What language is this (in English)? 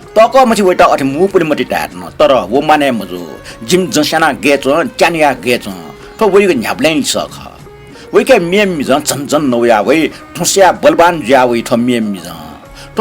Newari